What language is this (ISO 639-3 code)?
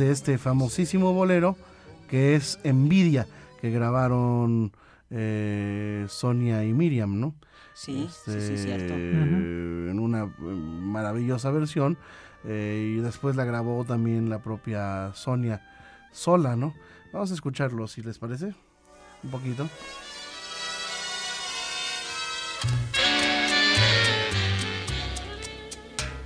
spa